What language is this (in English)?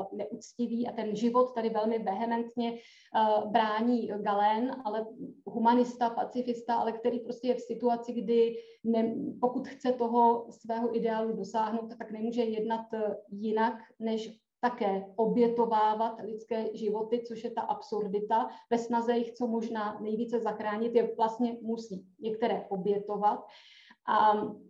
Czech